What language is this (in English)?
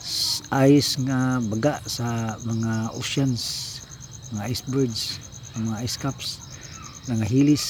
Cebuano